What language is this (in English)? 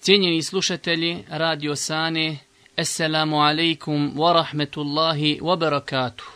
Bosnian